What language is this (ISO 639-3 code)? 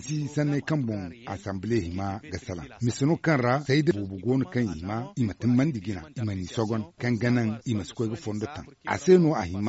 dje